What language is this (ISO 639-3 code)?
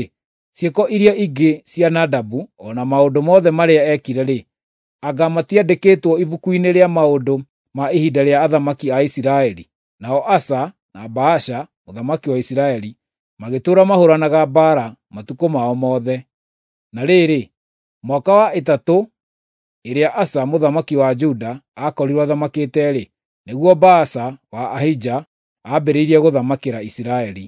kik